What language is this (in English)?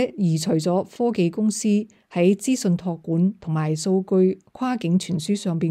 Cantonese